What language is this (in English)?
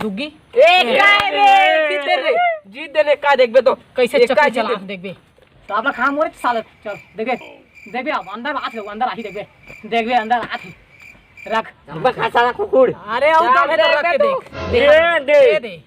Chhattisgarhi